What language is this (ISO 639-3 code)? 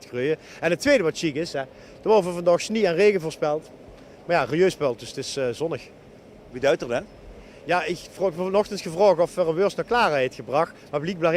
lim